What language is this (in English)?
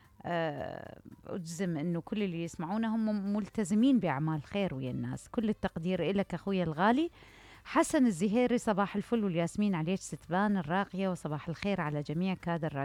Mesopotamian Arabic